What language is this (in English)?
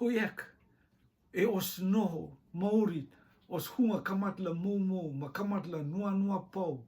Rotuman